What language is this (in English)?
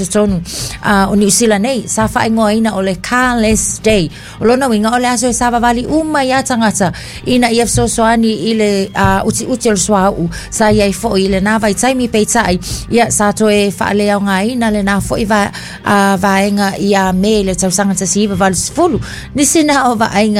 Samoan